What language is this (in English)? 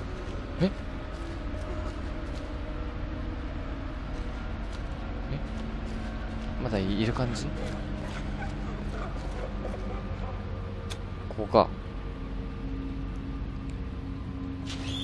Japanese